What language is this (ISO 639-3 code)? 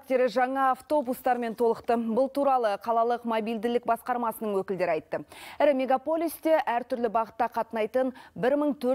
kaz